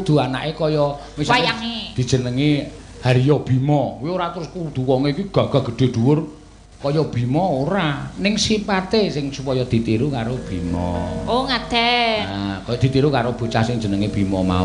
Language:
Javanese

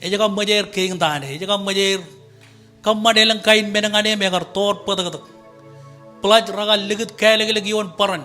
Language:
Marshallese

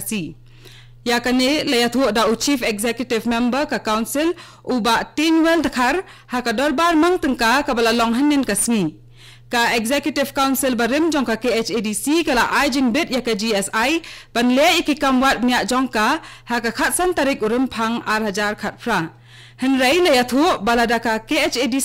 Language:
Khasi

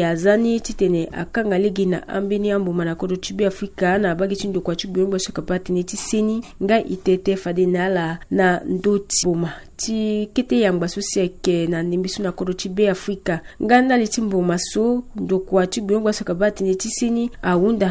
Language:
Sango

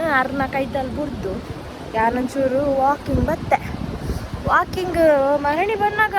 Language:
Tulu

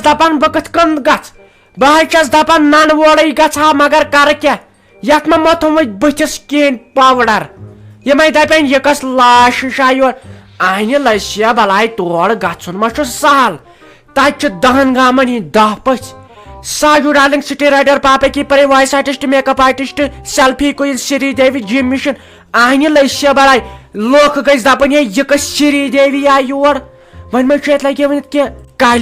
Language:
Kashmiri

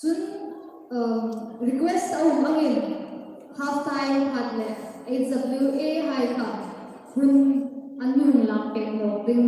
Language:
Hmar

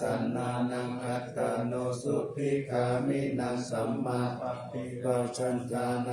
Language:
Pali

